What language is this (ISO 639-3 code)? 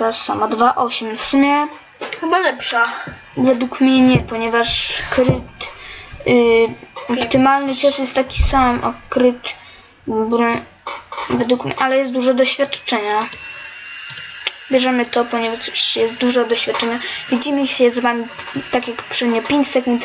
pol